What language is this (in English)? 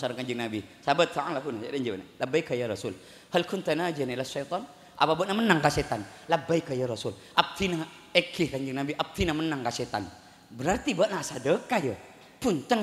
Madurese